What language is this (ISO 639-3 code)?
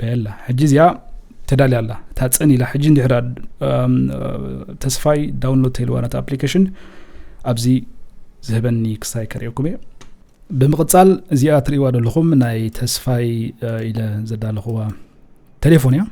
tir